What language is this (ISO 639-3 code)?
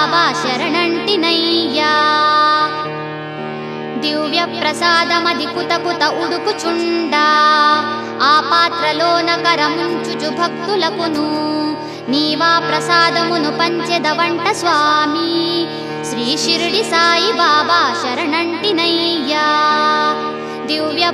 tel